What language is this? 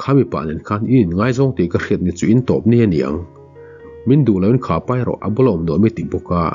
Mizo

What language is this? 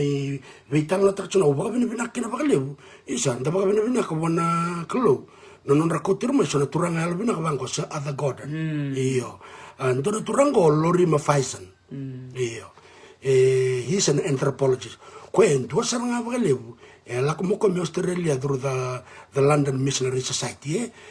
Fijian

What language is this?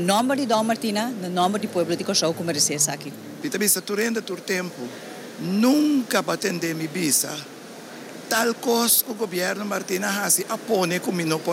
Papiamento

